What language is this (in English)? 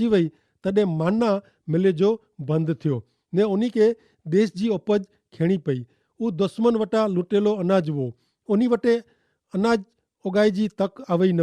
Kachhi